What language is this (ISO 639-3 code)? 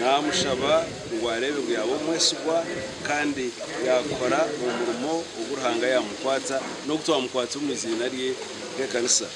nyn